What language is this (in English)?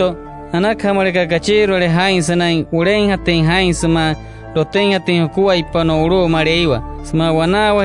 Wayuu